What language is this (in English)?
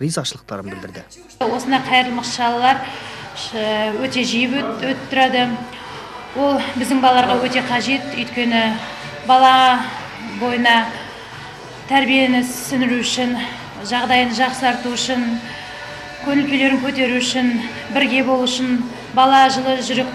Kazakh